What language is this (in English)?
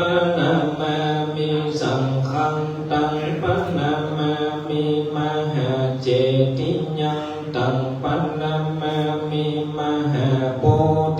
Pali